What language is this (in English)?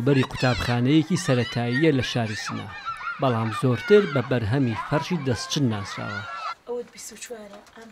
Central Kurdish